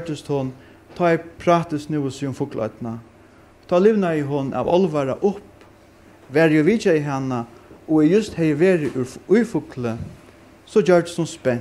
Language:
Faroese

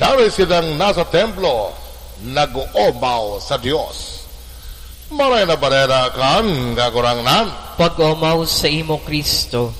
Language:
Bikol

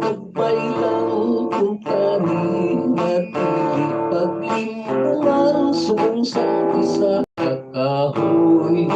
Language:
Hiligaynon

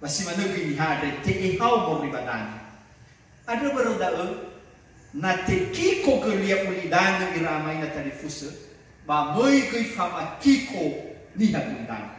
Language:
Nias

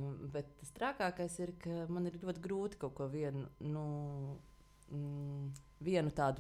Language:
Latvian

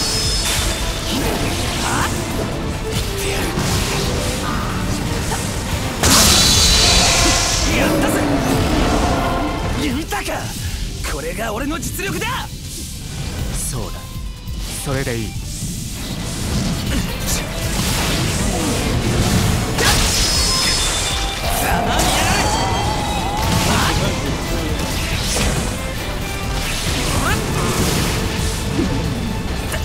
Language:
Japanese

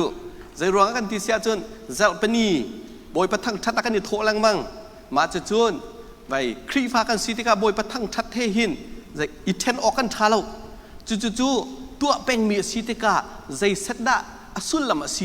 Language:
Hakha Chin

